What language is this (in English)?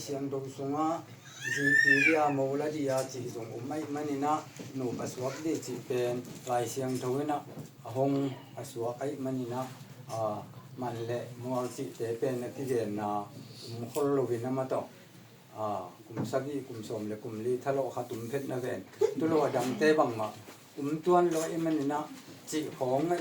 Tedim Chin